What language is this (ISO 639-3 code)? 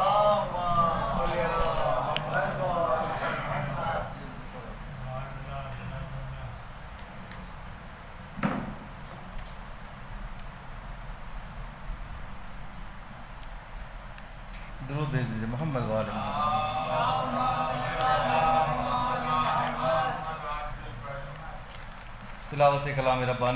urd